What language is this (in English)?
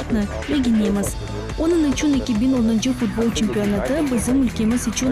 Crimean Tatar